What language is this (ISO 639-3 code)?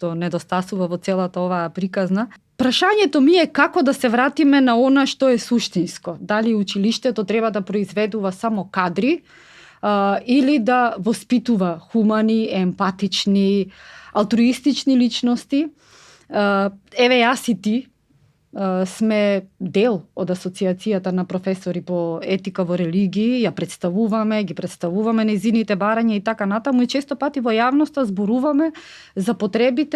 mkd